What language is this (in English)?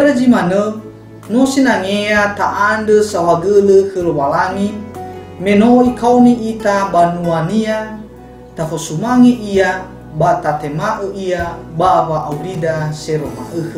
Nias